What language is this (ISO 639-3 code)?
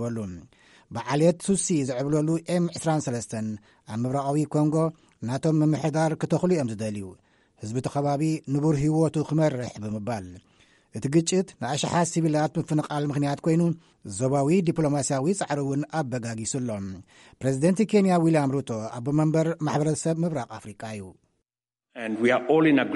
tir